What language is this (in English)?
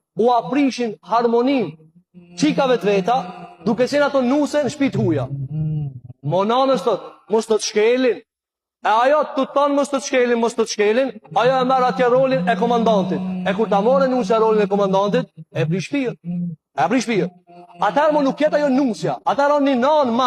Albanian